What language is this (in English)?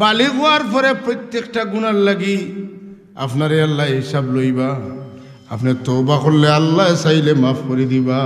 Sylheti